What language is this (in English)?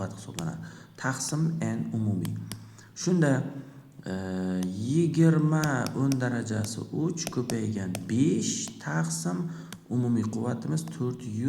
Uzbek